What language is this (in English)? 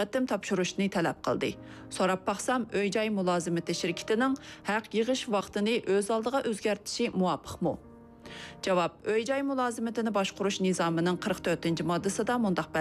Uyghur